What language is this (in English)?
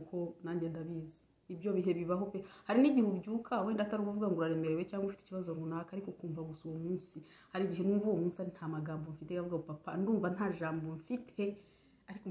Kinyarwanda